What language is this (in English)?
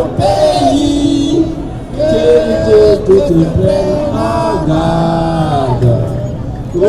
Kabyle